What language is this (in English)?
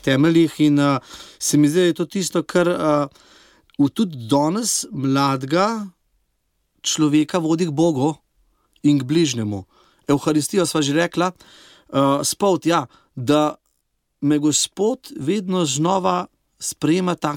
Slovenian